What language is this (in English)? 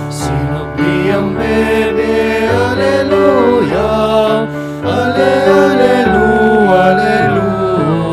Pampanga